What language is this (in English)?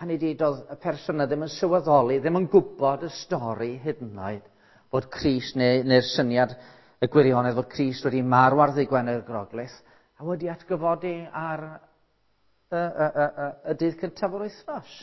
Welsh